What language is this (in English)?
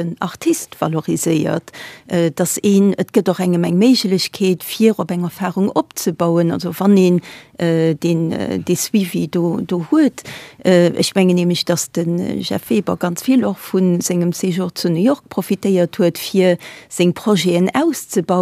Luxembourgish